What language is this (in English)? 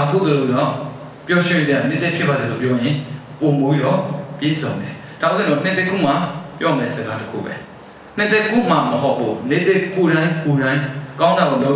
Burmese